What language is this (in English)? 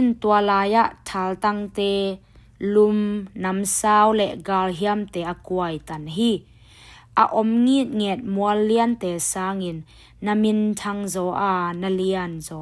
Tedim Chin